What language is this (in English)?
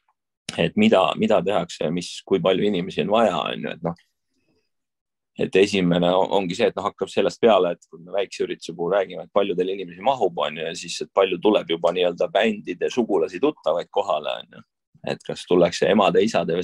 Estonian